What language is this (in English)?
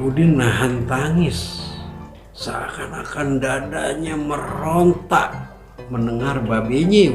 Betawi